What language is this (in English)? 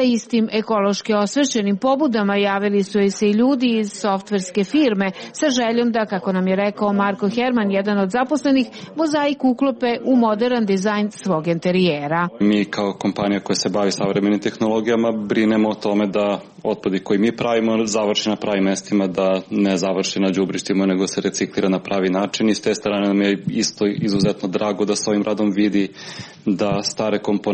Serbian